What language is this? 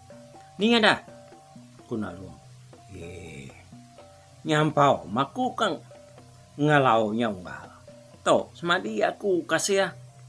Iban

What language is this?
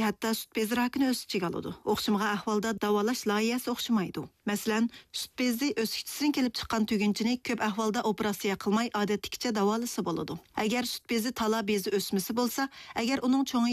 Uyghur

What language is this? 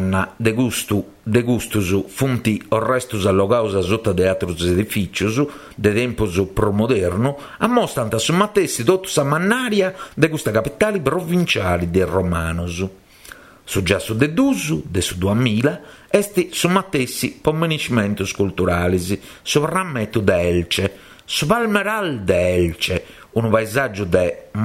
Sardinian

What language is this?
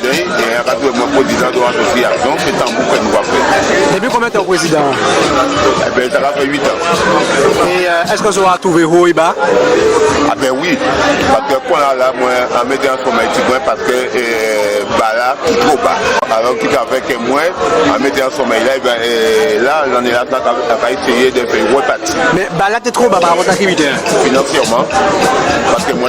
Guadeloupean Creole French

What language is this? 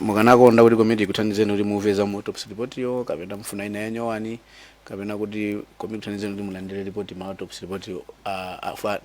Nyanja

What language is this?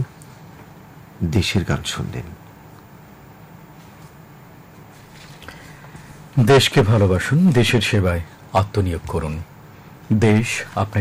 Bangla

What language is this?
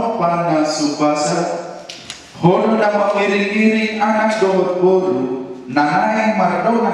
Batak Toba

